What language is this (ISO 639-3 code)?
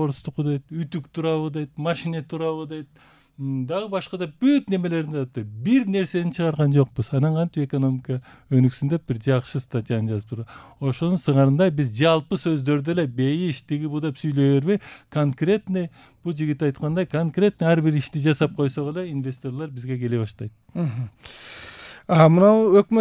kir